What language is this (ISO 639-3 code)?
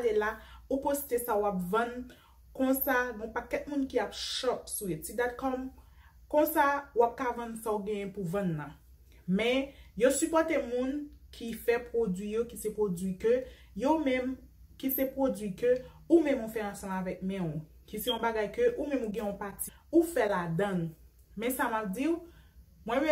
hat